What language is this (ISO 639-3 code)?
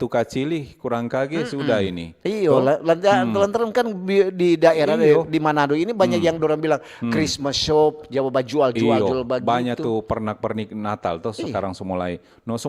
xmm